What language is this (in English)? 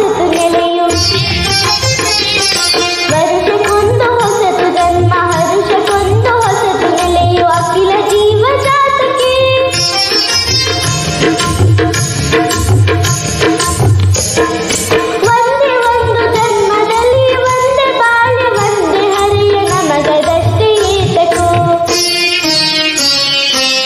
Kannada